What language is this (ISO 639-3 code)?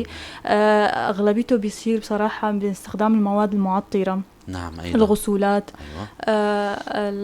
apc